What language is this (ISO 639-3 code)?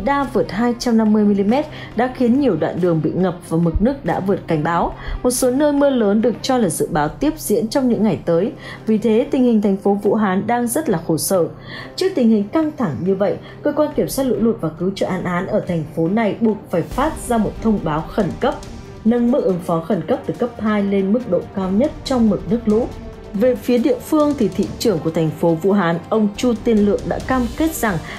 vie